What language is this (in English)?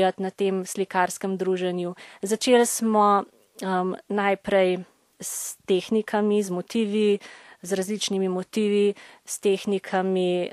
Slovenian